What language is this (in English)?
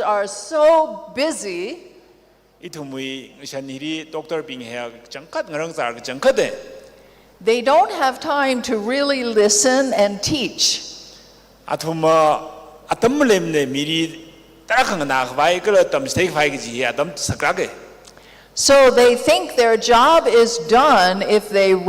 Tangkhul Naga (India)